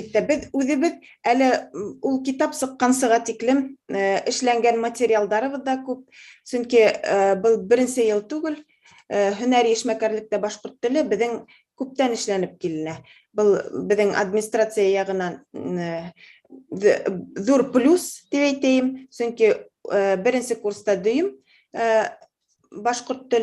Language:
Bashkir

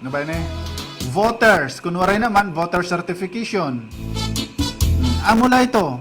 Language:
Waray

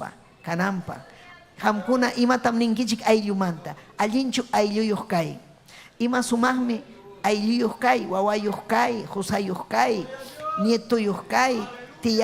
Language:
Ayacucho Quechua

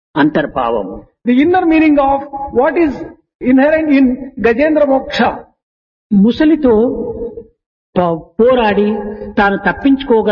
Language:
Telugu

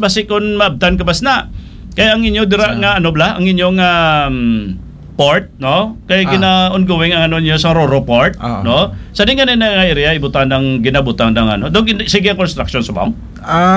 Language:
Hiligaynon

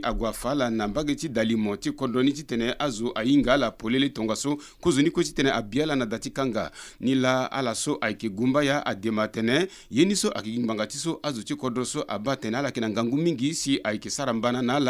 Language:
Sango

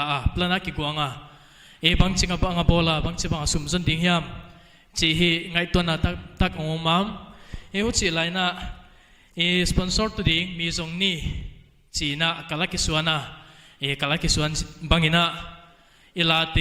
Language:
Paite Chin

